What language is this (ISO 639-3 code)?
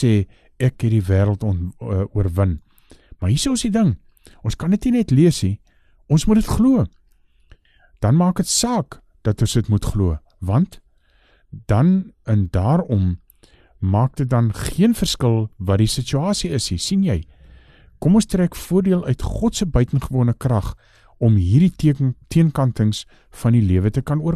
afr